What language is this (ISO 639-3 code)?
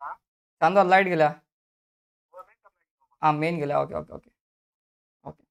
kok